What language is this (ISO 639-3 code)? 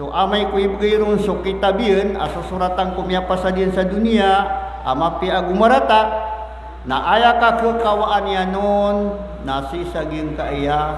mrw